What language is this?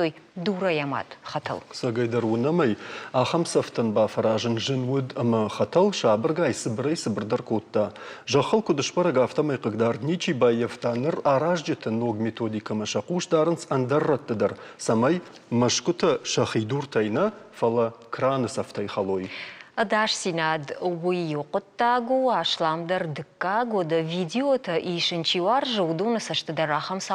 Ossetic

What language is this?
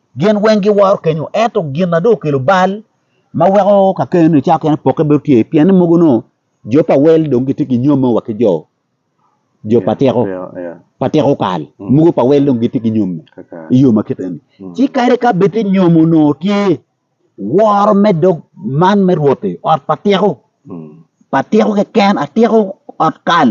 Acoli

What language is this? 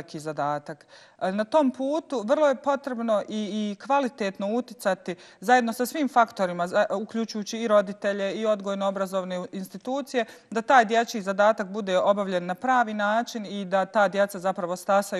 Bosnian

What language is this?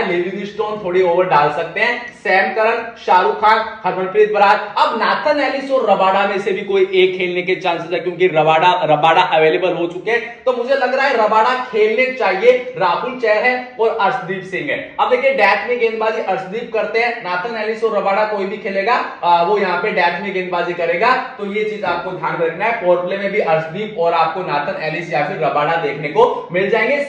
Hindi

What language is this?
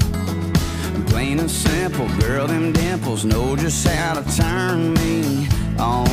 English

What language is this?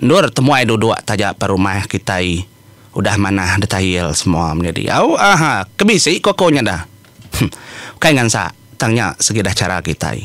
Iban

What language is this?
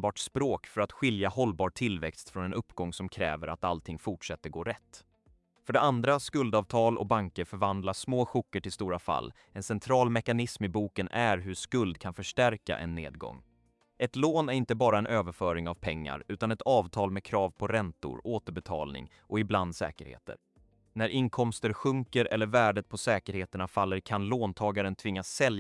Swedish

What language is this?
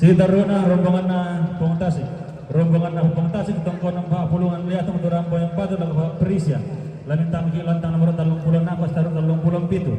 Toraja-Sa'dan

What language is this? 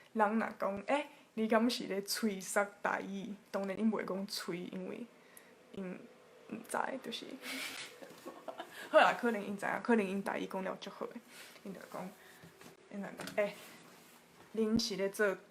Min Nan Chinese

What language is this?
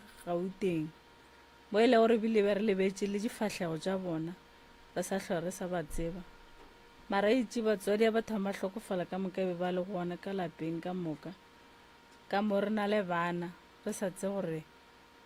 Northern Sotho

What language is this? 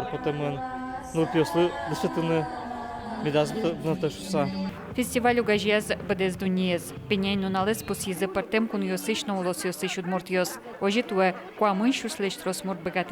Udmurt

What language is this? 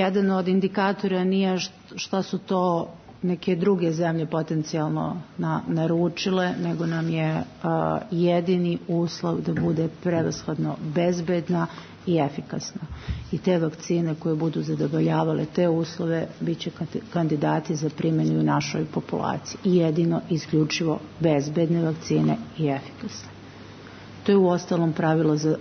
Serbian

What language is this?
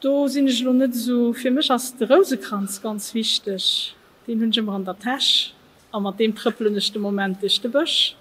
Luxembourgish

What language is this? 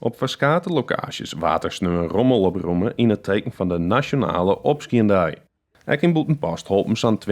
Western Frisian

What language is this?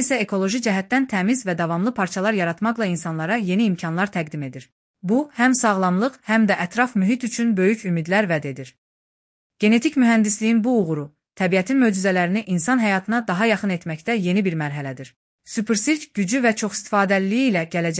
Azerbaijani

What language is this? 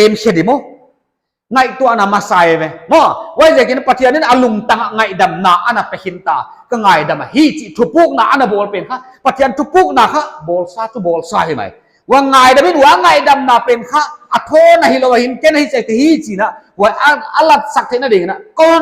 Paite Chin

